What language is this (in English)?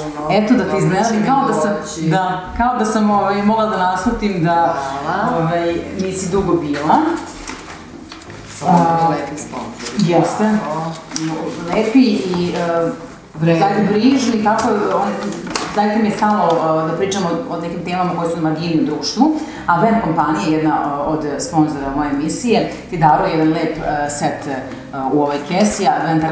Serbian